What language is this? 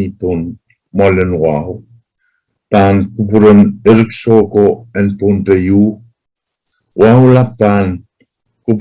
Pohnpeian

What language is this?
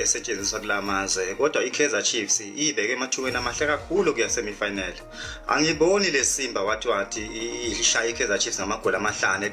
Zulu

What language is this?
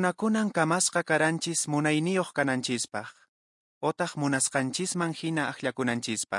Quechua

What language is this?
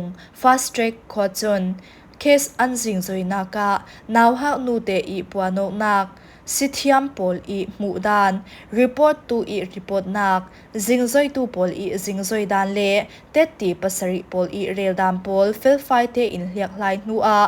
Falam Chin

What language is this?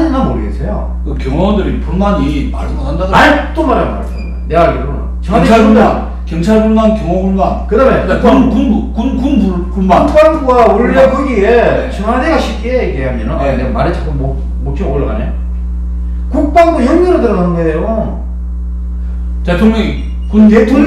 Korean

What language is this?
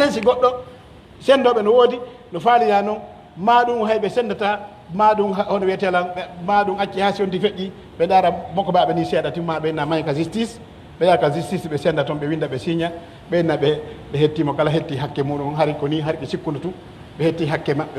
Pular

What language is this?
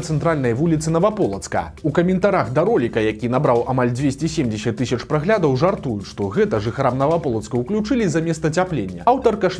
Belarusian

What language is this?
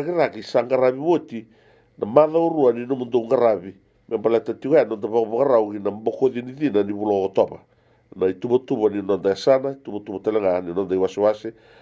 Fijian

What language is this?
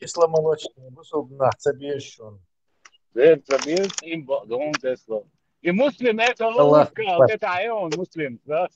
Chechen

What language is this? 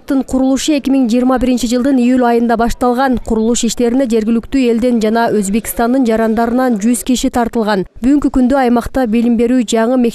Kyrgyz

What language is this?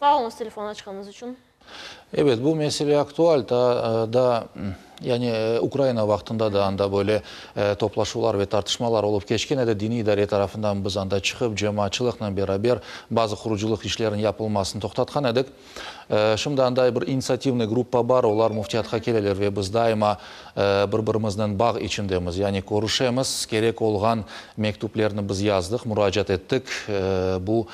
Crimean Tatar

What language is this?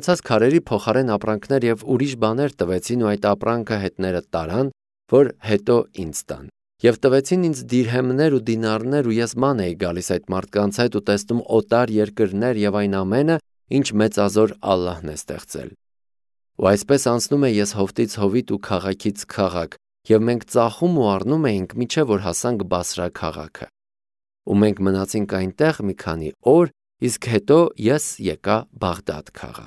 Armenian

